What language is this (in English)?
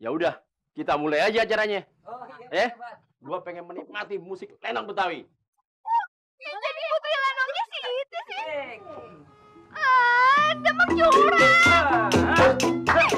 Betawi